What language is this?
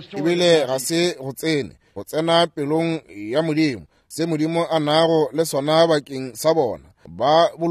Northern Sotho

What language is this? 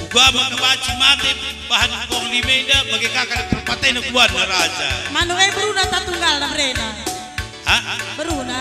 Batak Karo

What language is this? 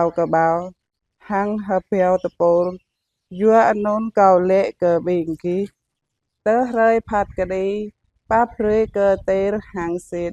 Jarai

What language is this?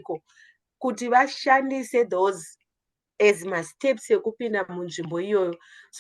Shona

